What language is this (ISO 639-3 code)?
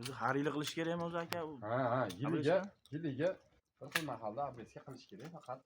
uzb